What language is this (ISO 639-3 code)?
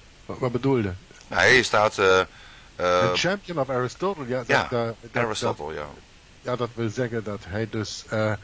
nld